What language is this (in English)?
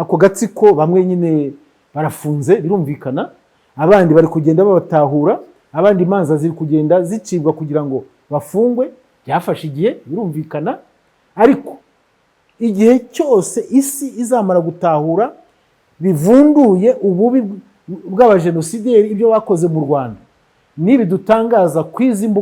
Kinyarwanda